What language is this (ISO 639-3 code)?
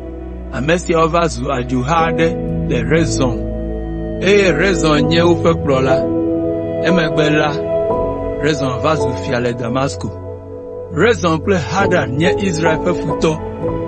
ewe